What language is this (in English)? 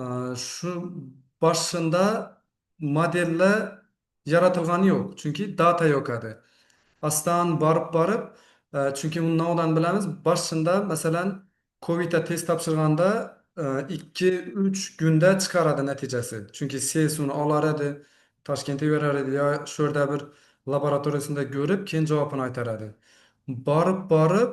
Uzbek